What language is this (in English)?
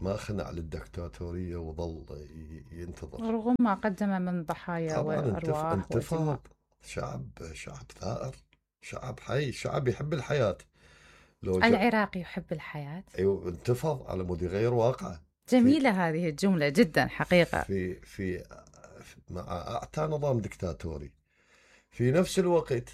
Mesopotamian Arabic